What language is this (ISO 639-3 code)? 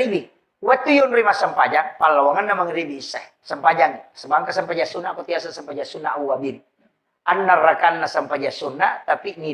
bug